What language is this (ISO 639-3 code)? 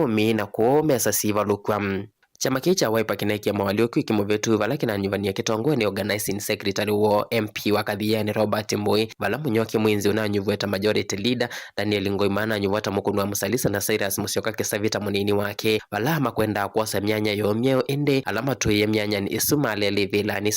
kam